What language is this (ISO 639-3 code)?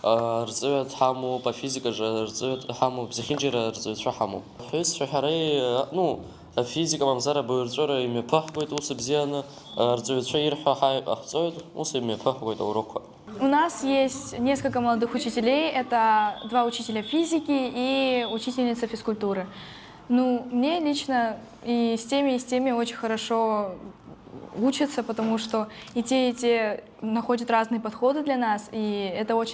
abk